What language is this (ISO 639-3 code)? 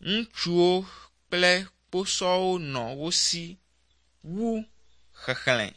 ewe